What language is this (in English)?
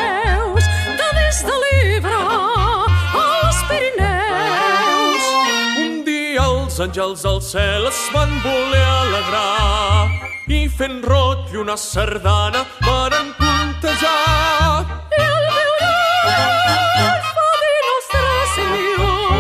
Catalan